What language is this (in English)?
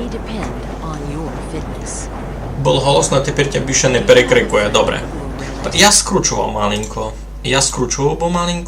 Rusyn